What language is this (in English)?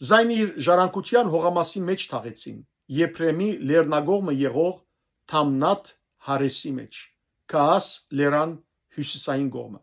Western Armenian